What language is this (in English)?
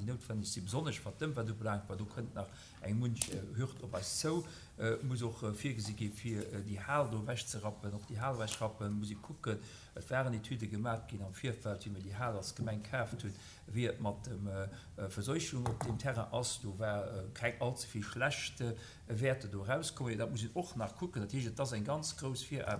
Luxembourgish